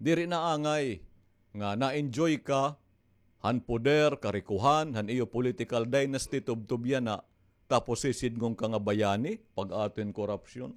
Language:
Waray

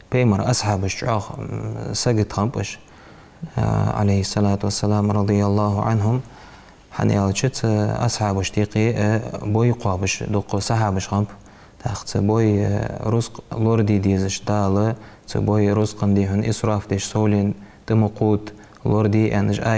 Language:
Ingush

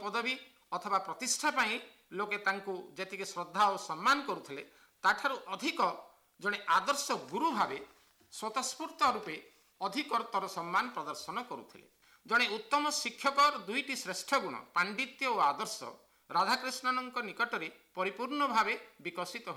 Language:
Odia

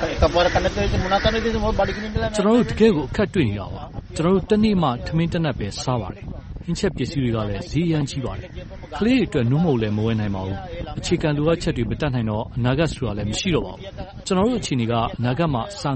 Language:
Burmese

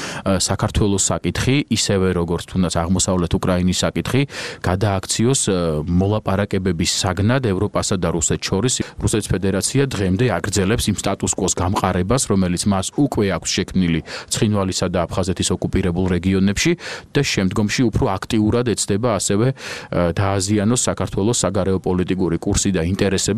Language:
Georgian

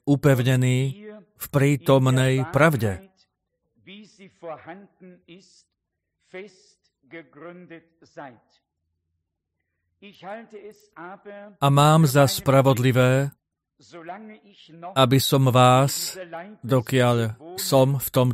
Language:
Slovak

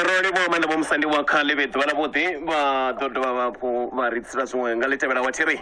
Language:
Venda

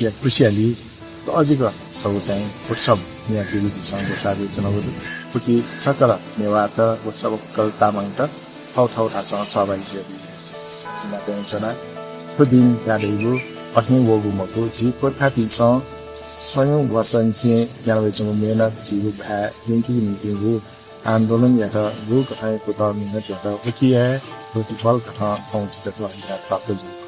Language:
Newari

